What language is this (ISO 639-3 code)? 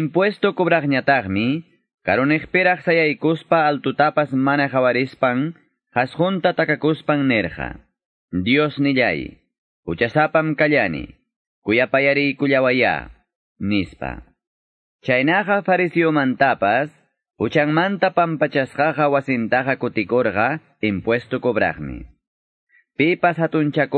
que